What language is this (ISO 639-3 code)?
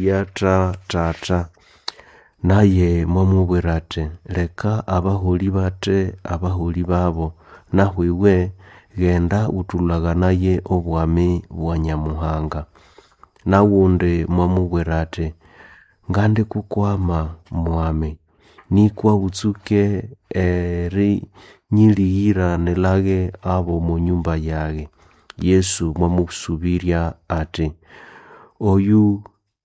nnb